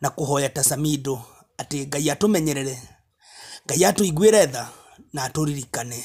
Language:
Kikuyu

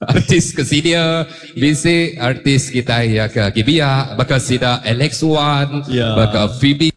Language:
Iban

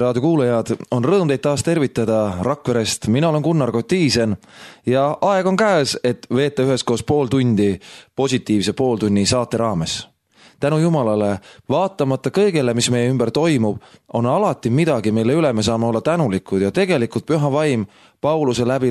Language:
Estonian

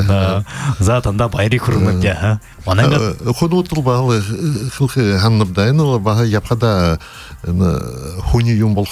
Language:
Buriat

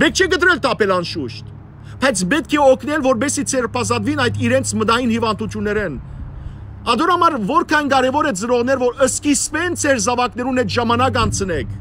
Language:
Western Armenian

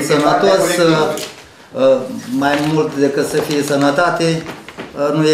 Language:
Romanian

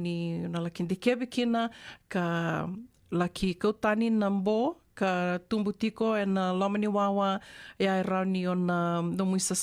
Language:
Fijian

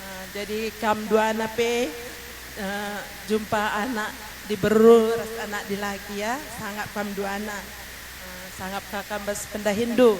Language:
Batak Karo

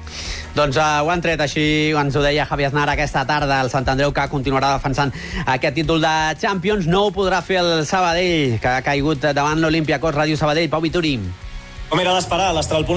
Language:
Catalan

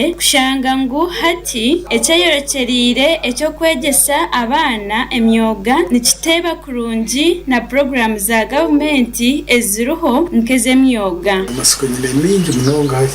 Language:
Nyankole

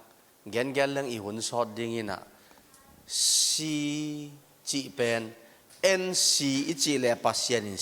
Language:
Tedim Chin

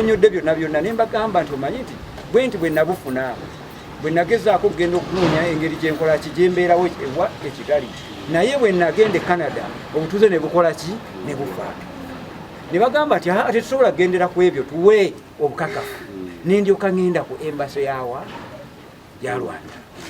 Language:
Ganda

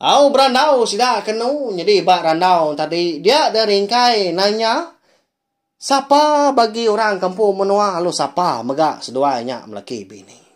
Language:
Iban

